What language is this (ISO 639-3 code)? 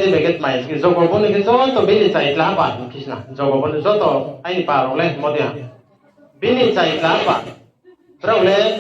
ria